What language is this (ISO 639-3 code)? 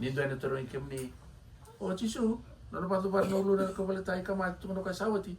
fij